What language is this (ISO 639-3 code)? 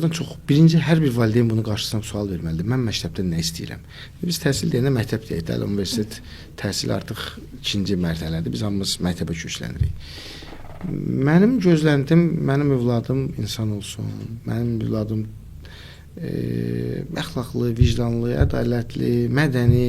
aze